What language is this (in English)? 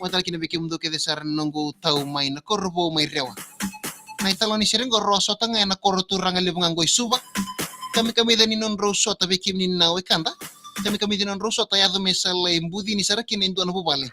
Fijian